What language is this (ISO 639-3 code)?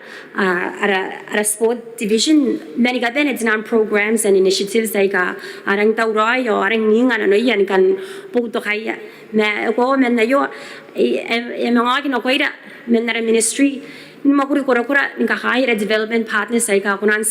gil